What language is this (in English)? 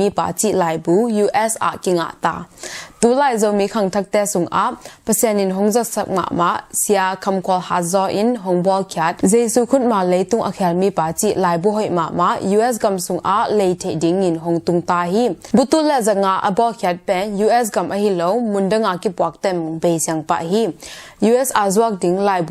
Tedim Chin